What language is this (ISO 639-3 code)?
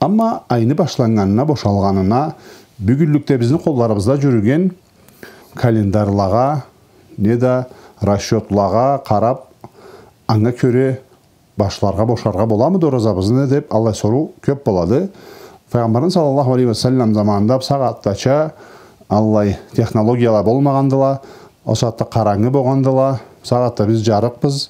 krc